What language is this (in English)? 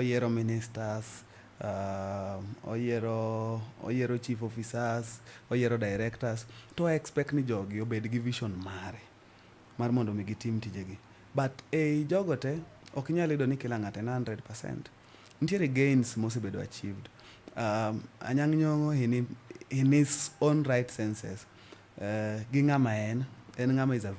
Luo (Kenya and Tanzania)